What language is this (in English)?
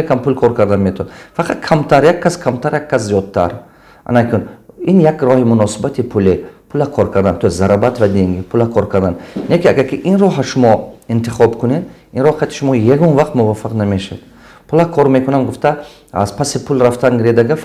Tajik